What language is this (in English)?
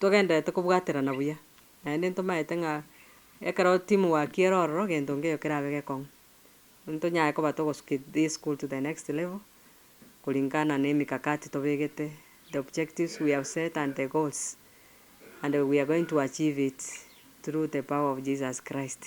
Gusii